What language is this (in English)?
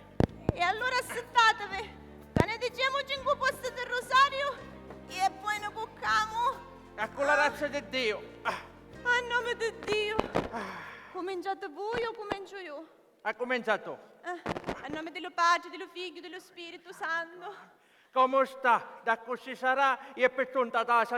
Sicilian